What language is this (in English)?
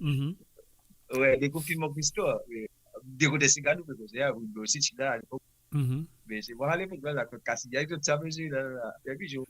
Morisyen